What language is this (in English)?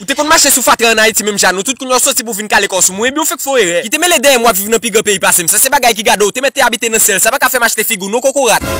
Haitian Creole